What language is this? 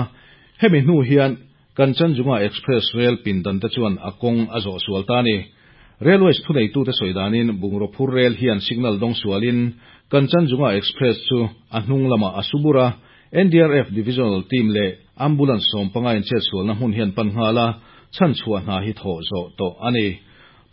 Mizo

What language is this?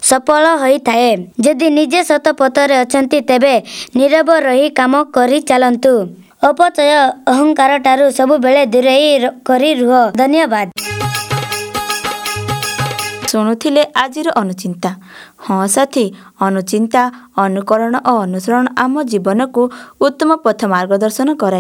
Odia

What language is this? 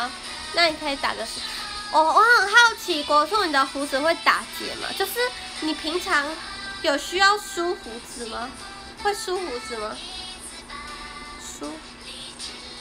Chinese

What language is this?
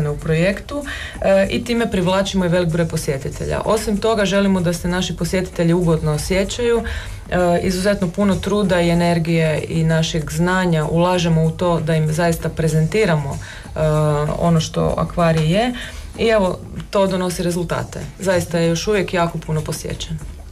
Croatian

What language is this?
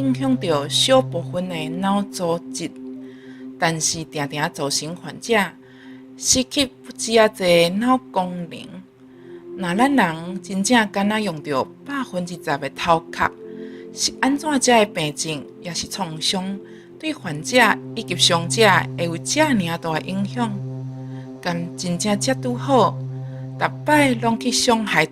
Min Nan Chinese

